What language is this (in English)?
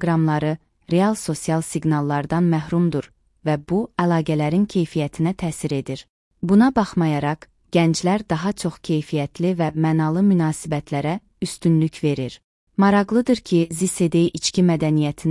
Azerbaijani